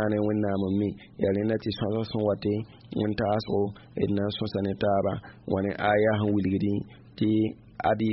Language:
Mossi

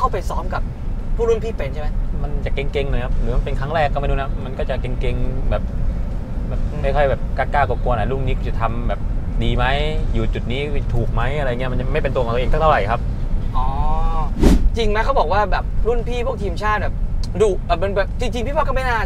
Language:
Thai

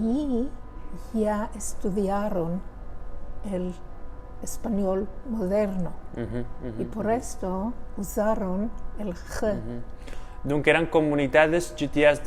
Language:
Ladino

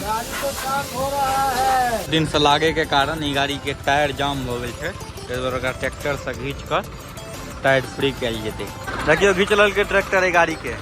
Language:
Maithili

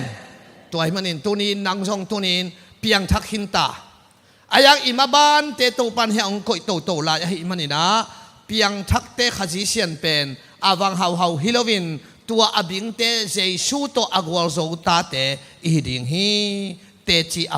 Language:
Tedim Chin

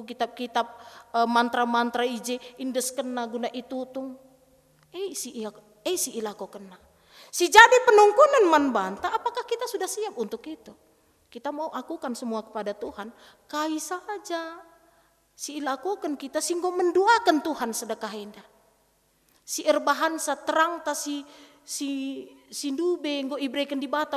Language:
Batak Karo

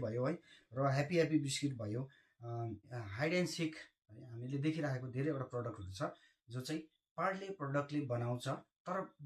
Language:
Nepali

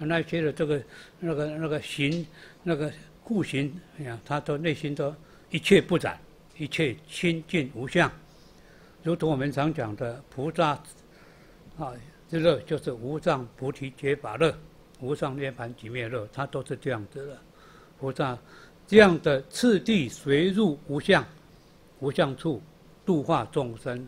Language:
Chinese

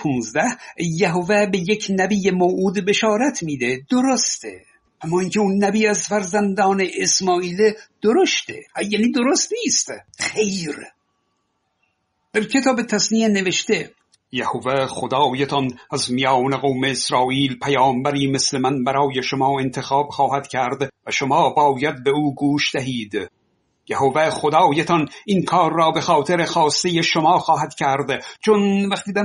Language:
Persian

